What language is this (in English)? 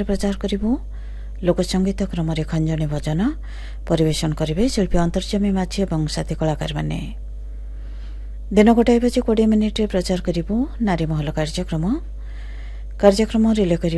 Odia